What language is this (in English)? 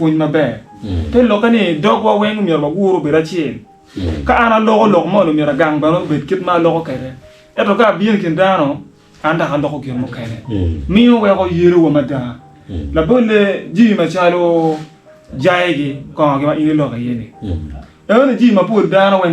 Acoli